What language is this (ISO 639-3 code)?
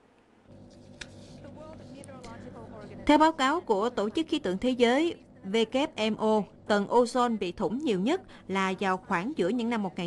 vie